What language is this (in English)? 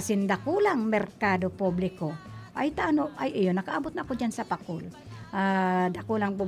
Bikol